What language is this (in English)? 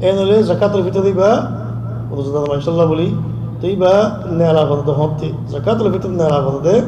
Rohingya